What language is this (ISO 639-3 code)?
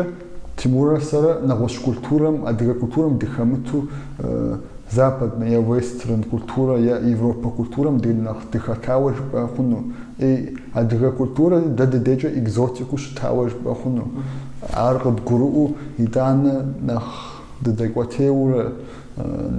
kbd